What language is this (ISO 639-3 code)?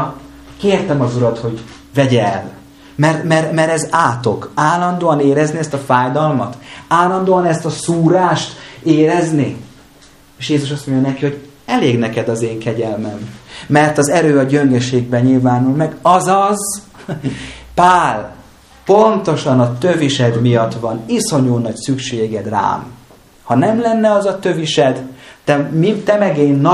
hun